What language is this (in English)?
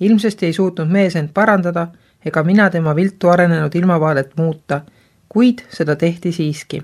Estonian